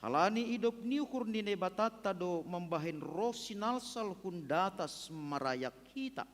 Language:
Batak Simalungun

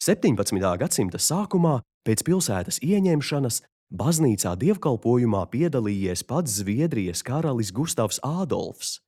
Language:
Latvian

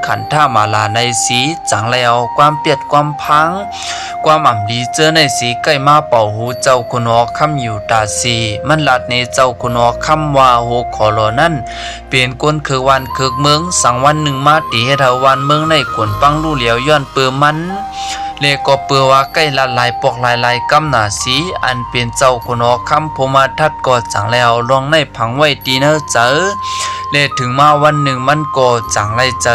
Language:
Shan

